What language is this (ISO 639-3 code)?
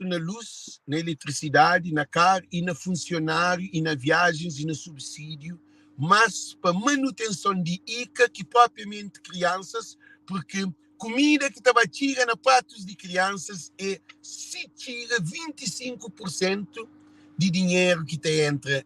kea